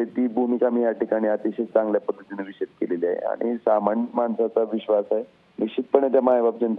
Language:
Marathi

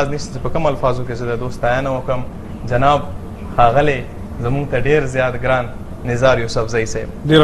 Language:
Pashto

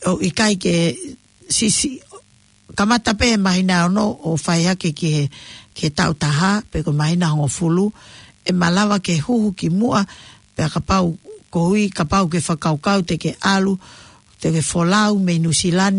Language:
Tongan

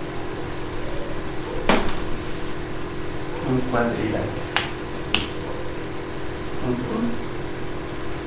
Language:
Spanish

